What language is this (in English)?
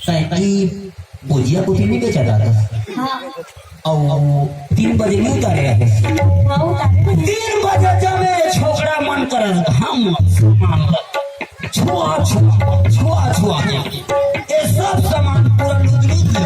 Sadri